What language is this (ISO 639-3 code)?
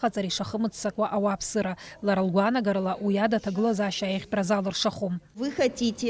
abk